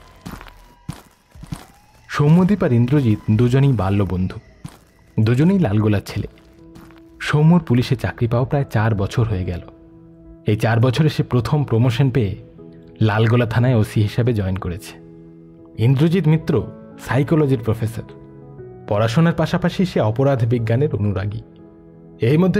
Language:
Bangla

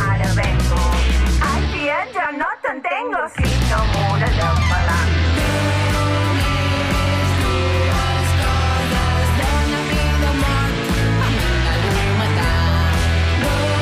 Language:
Catalan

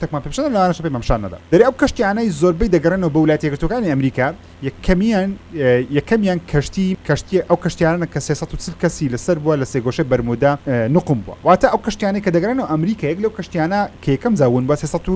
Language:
Central Kurdish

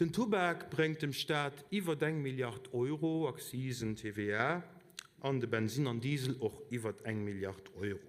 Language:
Luxembourgish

